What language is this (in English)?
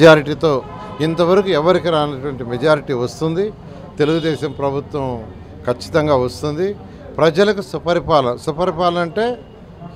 Telugu